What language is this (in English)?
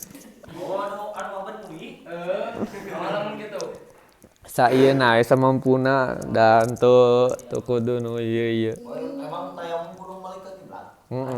Sundanese